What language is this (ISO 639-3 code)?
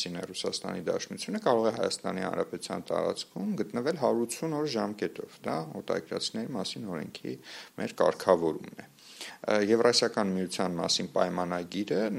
hye